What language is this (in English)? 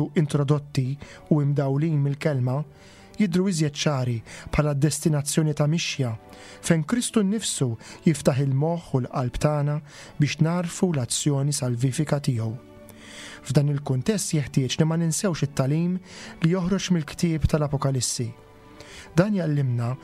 Maltese